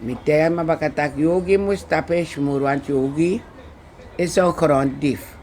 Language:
Sranan Tongo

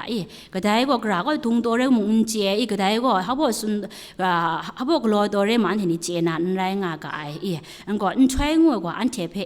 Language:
Kachin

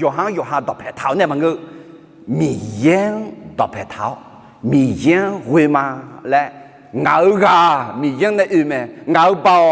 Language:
Akha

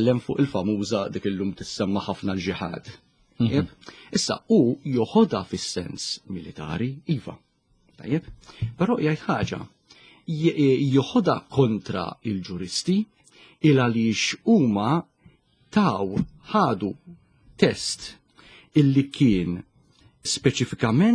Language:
Maltese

